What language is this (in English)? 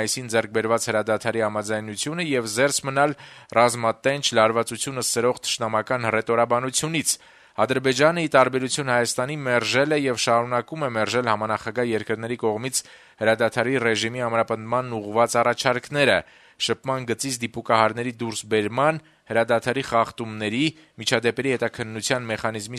Armenian